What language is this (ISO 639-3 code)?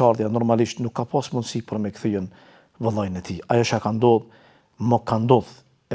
sqi